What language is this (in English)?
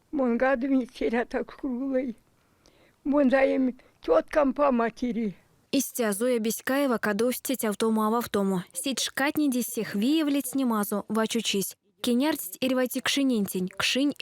Erzya